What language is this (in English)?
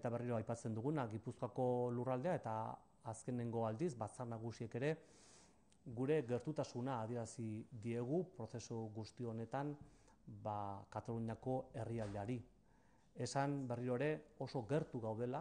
Basque